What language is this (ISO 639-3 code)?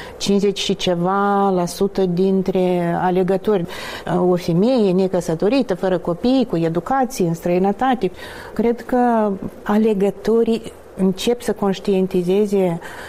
ron